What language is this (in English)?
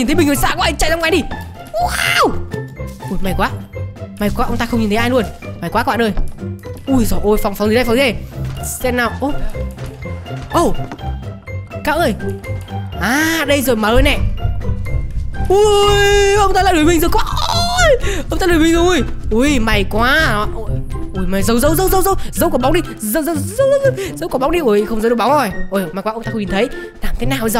Vietnamese